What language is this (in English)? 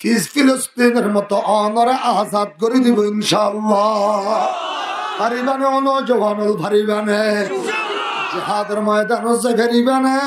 Rohingya